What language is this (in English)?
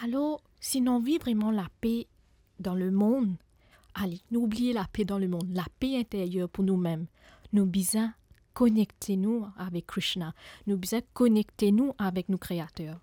Morisyen